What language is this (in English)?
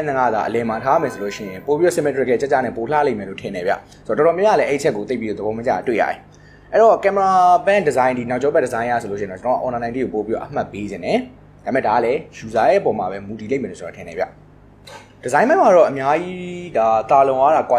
Burmese